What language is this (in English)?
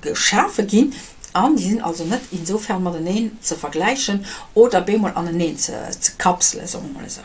Luxembourgish